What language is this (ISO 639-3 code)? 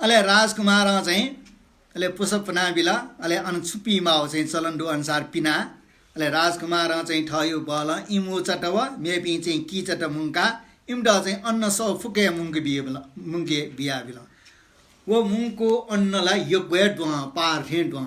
new